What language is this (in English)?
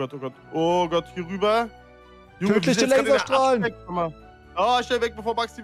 German